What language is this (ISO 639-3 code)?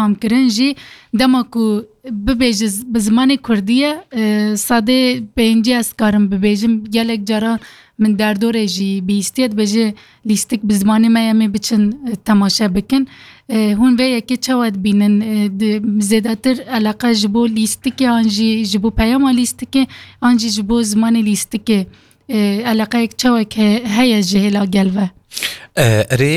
kur